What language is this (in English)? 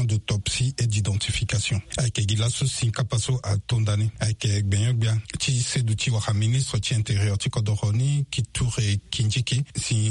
Sango